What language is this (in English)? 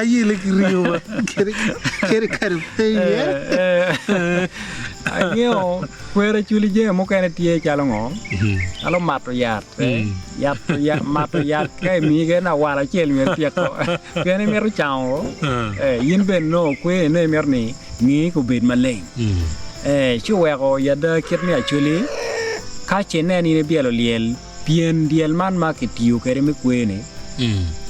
Acoli